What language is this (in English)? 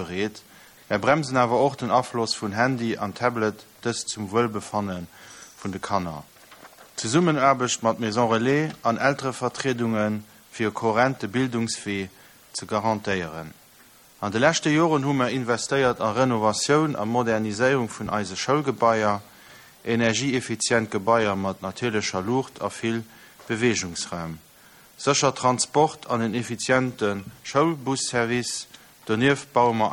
Luxembourgish